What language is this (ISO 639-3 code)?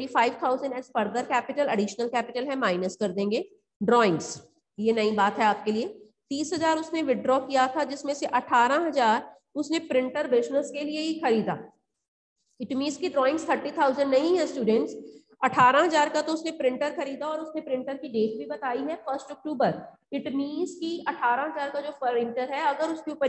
hin